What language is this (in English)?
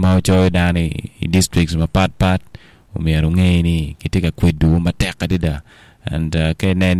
Acoli